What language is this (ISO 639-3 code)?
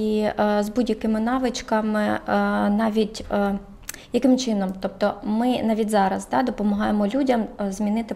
ukr